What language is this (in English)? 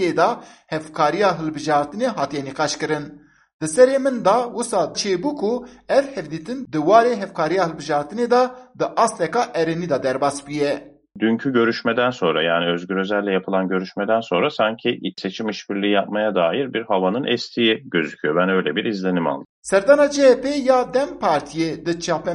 Kurdish